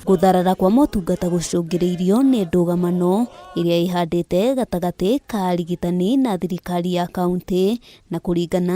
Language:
Kikuyu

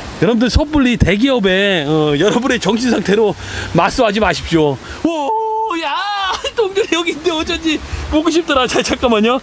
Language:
Korean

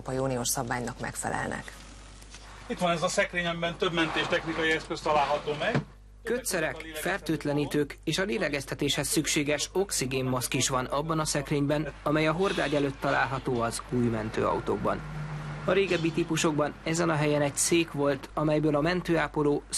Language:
Hungarian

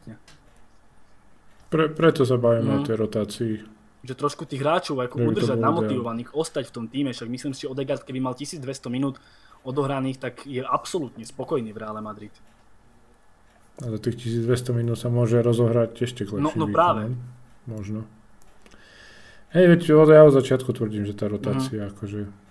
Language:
Slovak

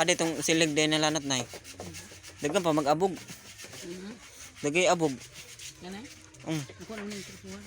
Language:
Cebuano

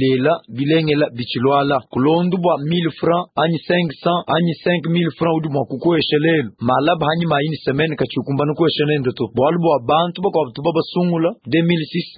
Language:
Luba-Lulua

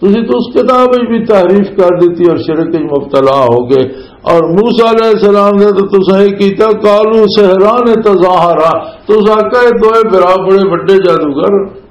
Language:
Western Panjabi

